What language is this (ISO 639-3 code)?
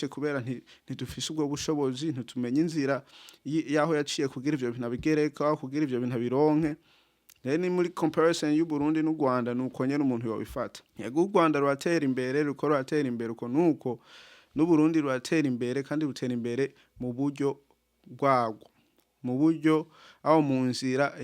run